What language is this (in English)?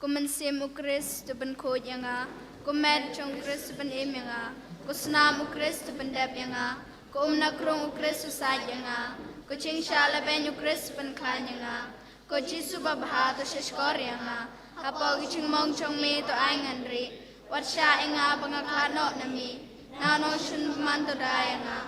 Khasi